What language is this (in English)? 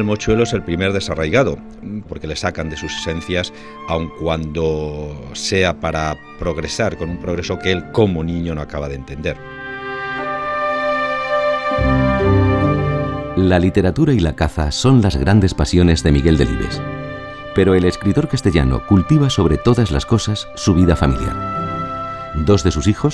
Spanish